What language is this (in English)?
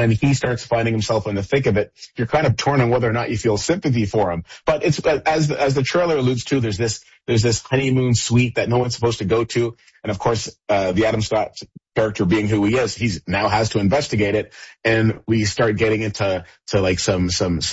English